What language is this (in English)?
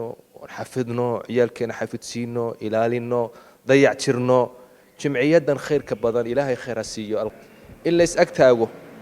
Somali